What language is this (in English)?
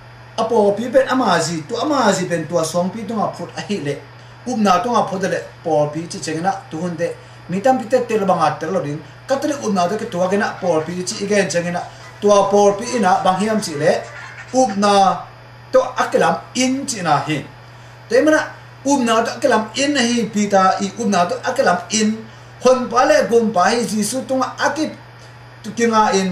Tedim Chin